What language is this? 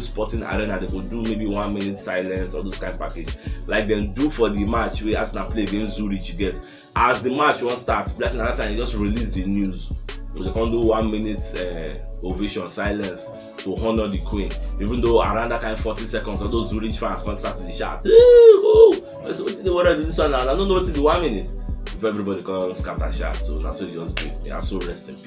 Nigerian Pidgin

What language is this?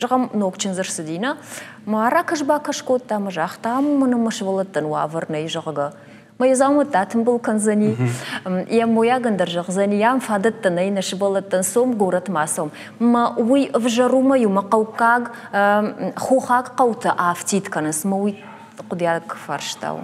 Ossetic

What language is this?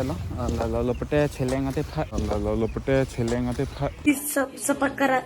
Karbi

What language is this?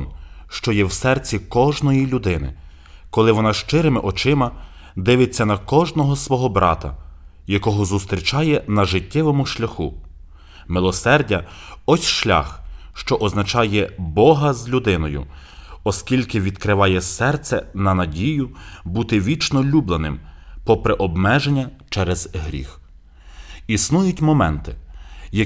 Ukrainian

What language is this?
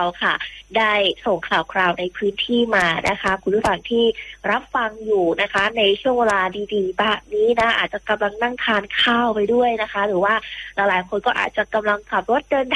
Thai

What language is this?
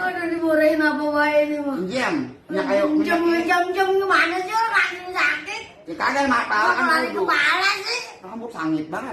Betawi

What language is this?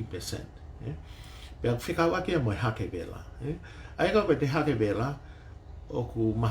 Tongan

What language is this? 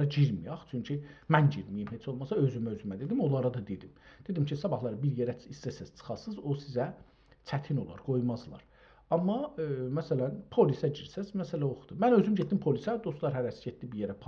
South Azerbaijani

